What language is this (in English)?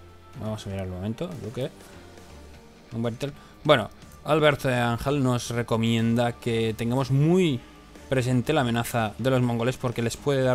Spanish